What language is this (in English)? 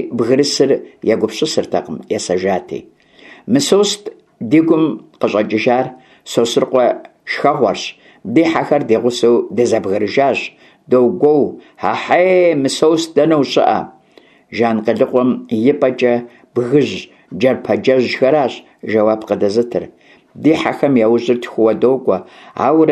Kabardian